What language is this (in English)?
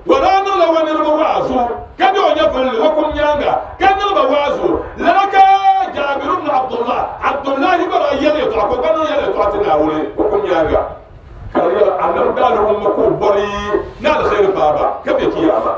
Dagbani